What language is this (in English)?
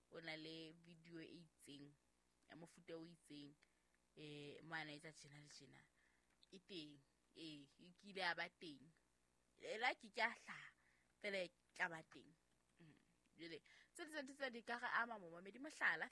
Southern Sotho